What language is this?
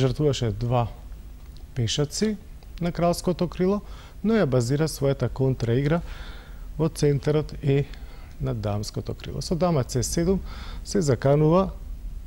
Macedonian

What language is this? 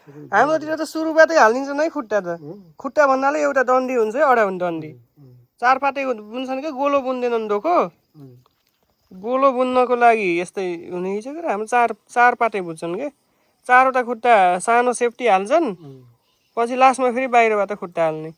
Nepali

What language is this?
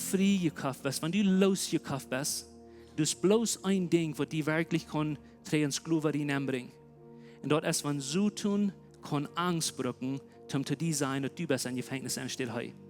Plautdietsch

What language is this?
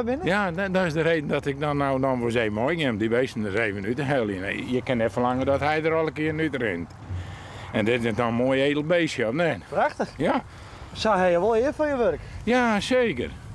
Western Frisian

